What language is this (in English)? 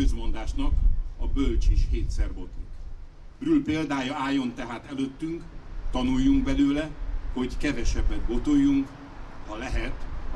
Hungarian